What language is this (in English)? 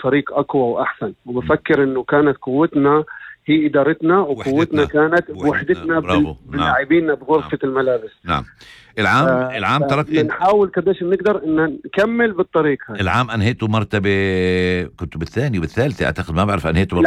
North Levantine Arabic